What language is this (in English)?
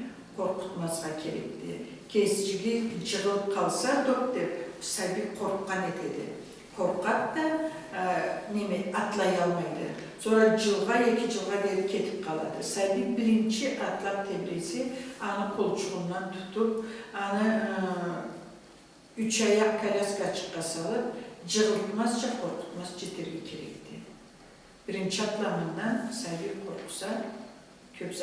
Karachay-Balkar